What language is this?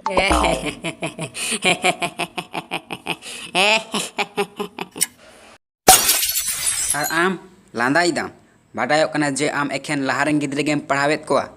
Santali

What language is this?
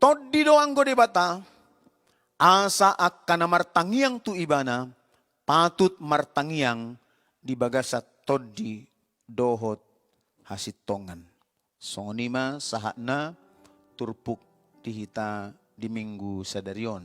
Batak Toba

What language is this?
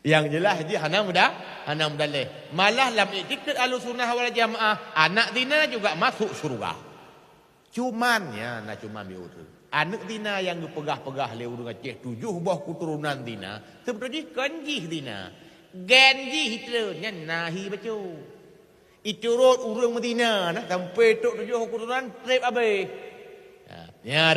Achinese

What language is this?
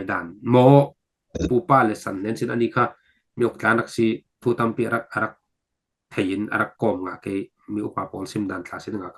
Falam Chin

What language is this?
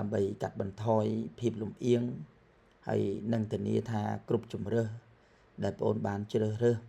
Khmer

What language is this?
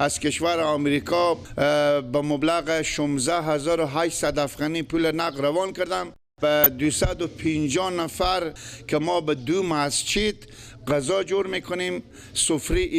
Persian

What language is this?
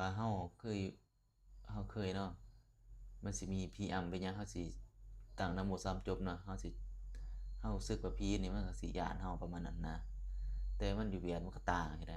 Lao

